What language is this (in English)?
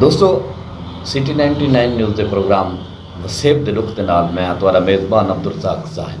Saraiki